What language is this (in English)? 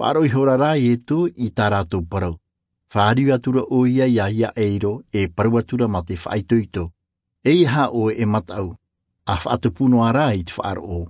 Tahitian